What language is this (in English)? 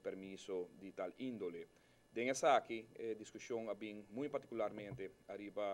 Papiamento